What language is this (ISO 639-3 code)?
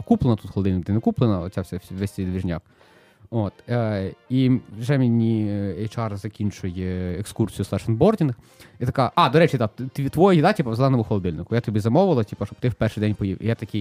ukr